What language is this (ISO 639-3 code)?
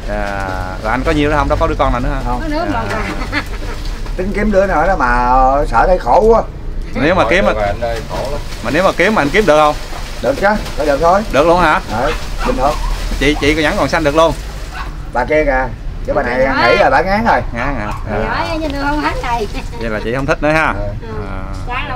vie